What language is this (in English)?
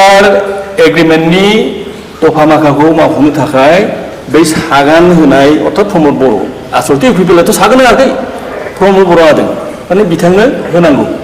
Bodo